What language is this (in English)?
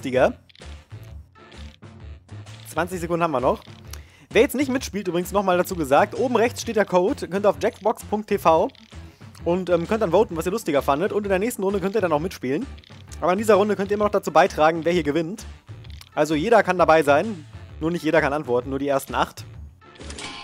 German